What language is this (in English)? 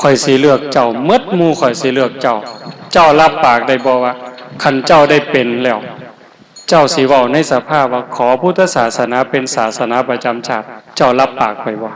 Northeastern Thai